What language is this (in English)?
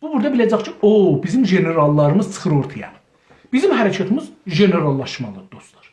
South Azerbaijani